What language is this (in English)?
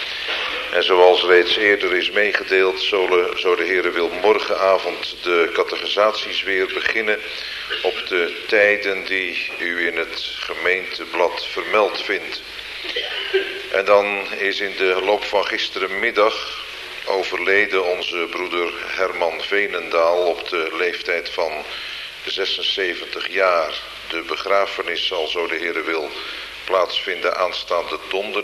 Dutch